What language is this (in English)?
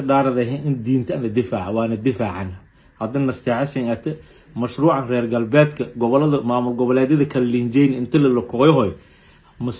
Somali